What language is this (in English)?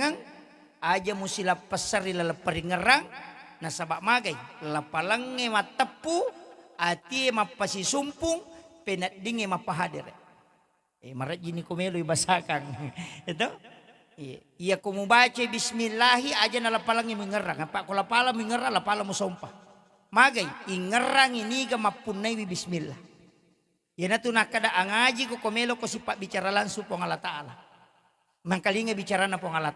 Buginese